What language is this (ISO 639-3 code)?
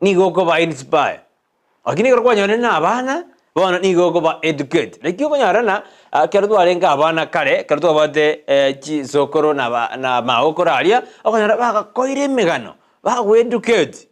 guz